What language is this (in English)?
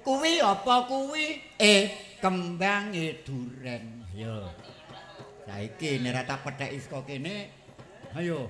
Javanese